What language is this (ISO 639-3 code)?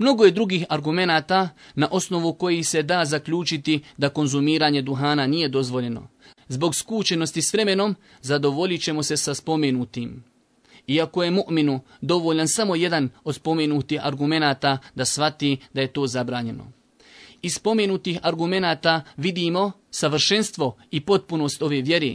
bos